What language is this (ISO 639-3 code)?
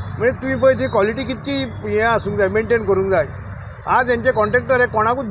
kok